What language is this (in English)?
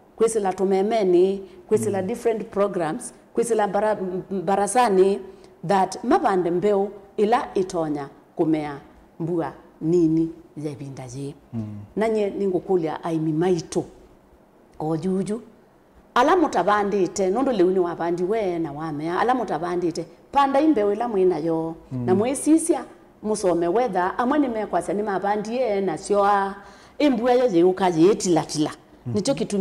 Kamba